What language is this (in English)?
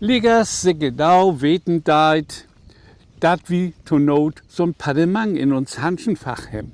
Low German